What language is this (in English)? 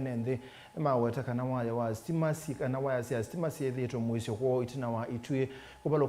Kamba